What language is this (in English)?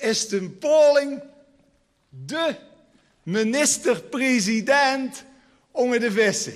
Limburgish